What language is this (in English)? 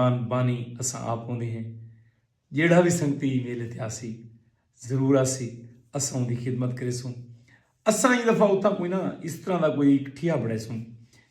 Saraiki